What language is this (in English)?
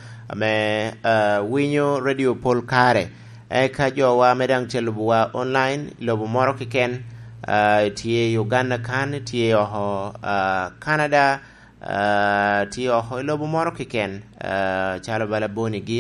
Lango (Uganda)